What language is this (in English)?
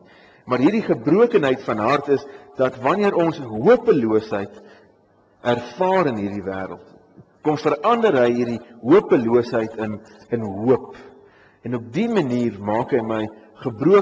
Afrikaans